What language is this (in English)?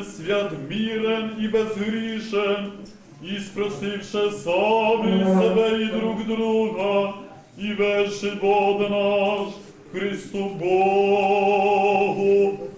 Rusyn